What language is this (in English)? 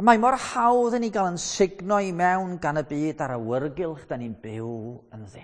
Welsh